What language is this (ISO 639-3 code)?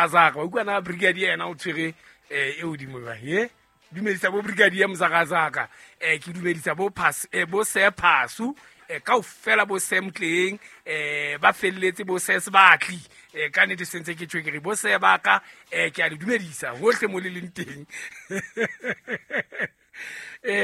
sot